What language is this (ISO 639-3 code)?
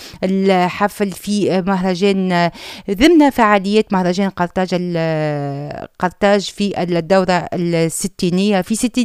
aeb